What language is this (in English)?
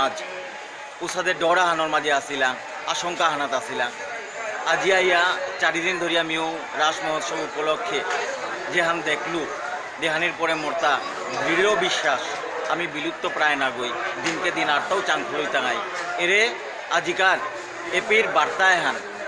Bishnupriya